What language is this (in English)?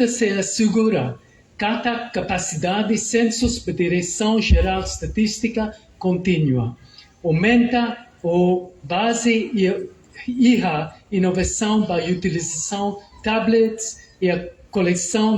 Tetum